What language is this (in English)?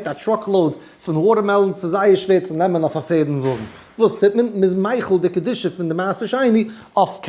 Yiddish